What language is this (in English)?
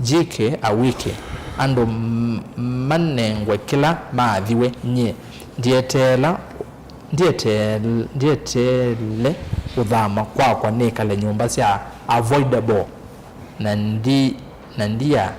Kamba